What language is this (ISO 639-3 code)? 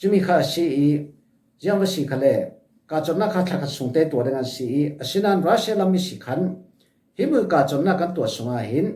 cfm